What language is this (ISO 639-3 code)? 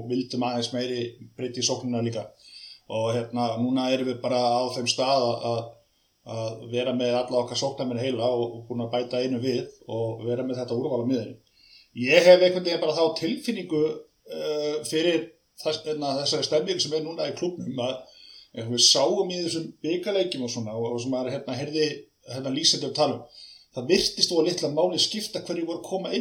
isl